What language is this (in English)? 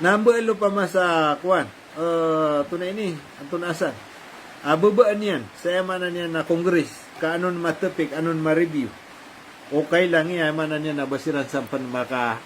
Maranao